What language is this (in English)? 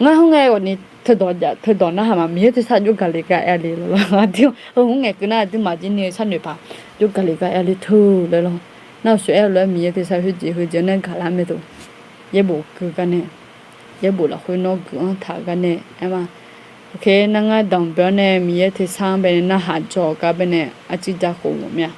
Akha